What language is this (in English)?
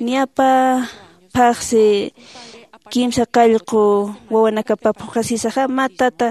Aymara